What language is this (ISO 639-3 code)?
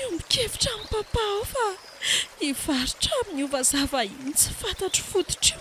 mlg